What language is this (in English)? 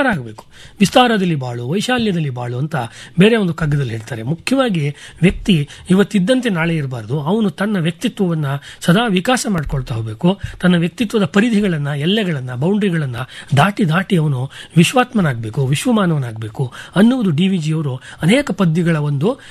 Kannada